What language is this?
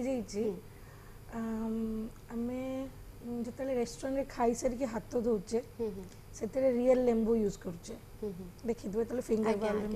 Odia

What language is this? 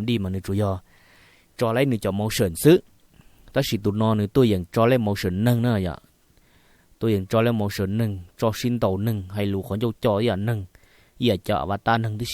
Hmong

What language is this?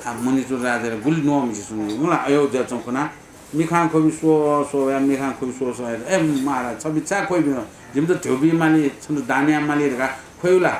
Newari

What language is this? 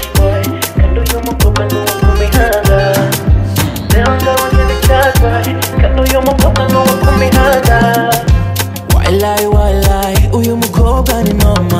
Kinyarwanda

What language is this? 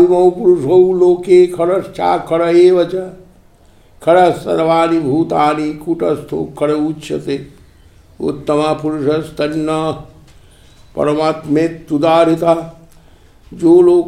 Sanskrit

